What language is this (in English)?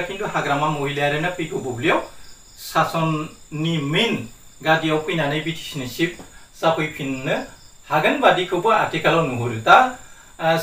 Bodo